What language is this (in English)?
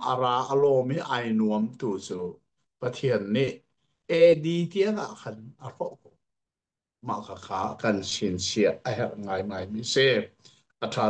Hakha Chin